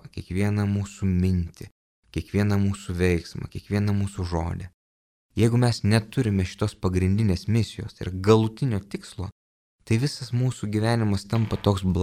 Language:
Lithuanian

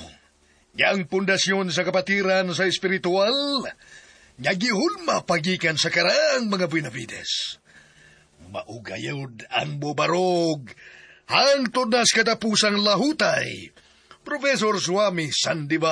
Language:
Cebuano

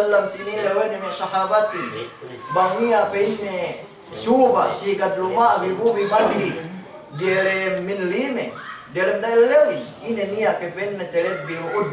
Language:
Yakan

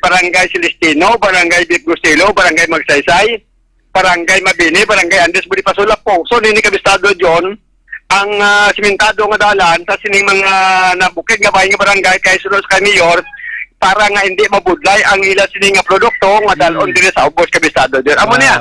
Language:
Hiligaynon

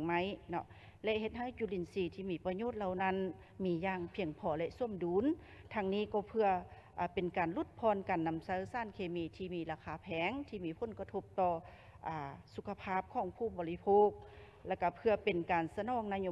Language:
Lao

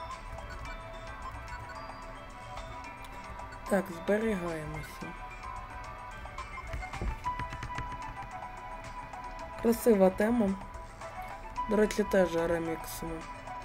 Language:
Ukrainian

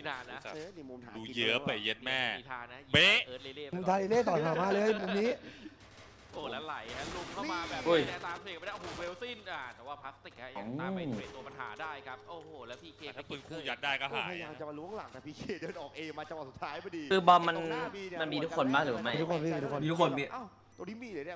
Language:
Thai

